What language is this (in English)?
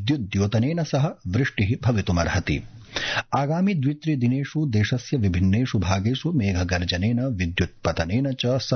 Sanskrit